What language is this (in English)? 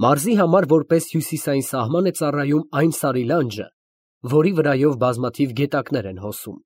Armenian